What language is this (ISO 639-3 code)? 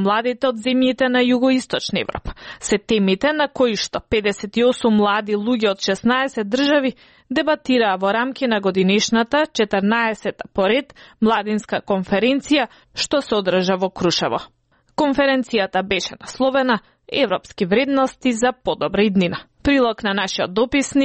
mkd